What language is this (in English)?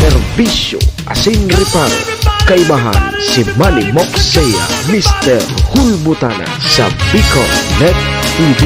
Bikol